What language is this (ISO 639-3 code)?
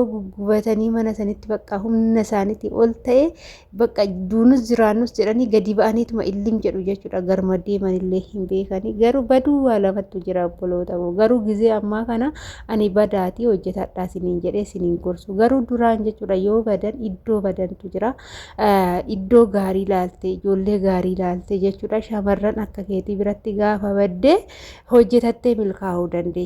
orm